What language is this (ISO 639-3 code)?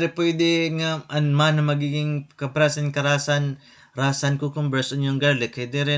war